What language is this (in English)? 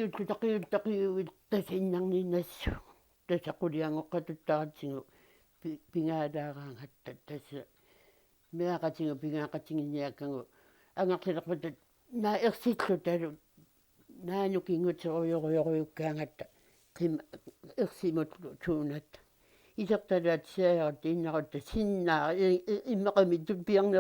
Kalaallisut